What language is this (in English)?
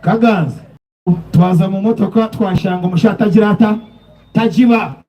Nyankole